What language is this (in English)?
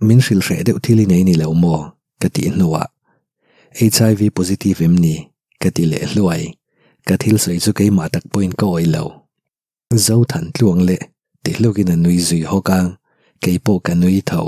Mizo